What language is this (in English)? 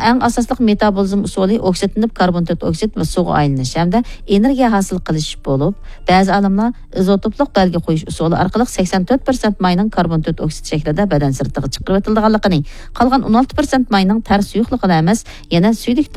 Uyghur